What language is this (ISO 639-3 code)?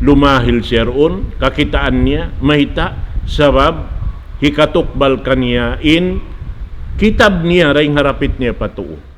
tsg